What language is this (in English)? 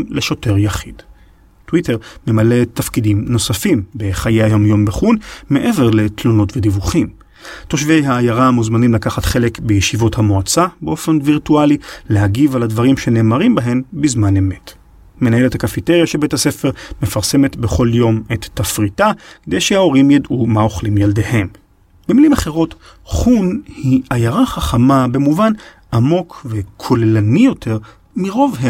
Hebrew